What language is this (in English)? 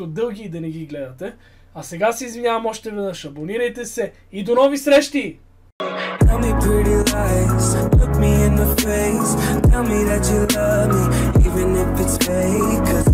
Bulgarian